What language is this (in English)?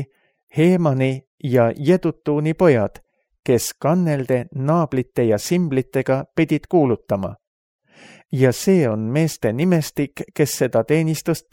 Estonian